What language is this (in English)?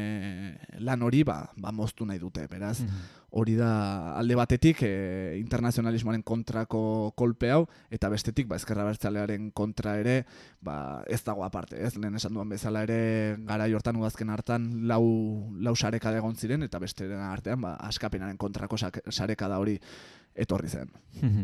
Basque